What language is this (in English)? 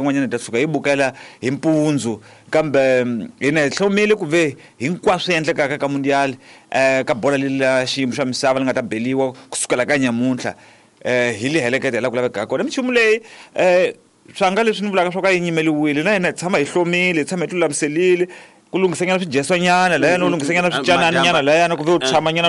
Tsonga